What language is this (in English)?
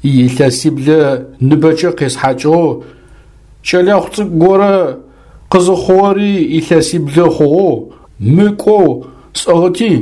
Adyghe